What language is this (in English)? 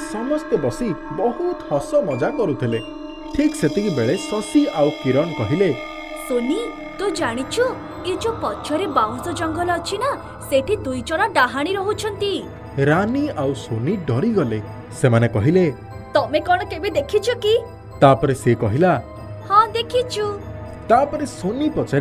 Odia